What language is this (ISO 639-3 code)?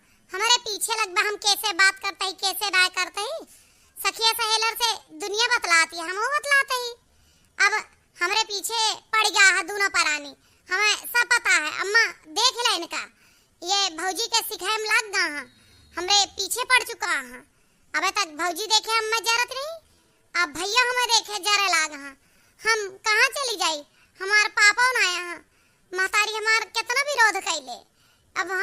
awa